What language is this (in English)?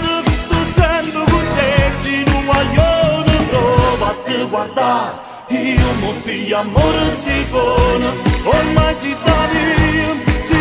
Neapolitan